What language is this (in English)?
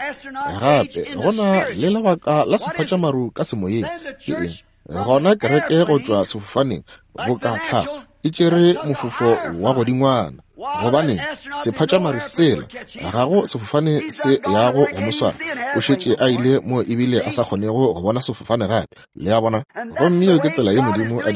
Northern Sotho